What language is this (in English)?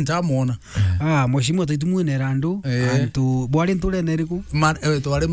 Meru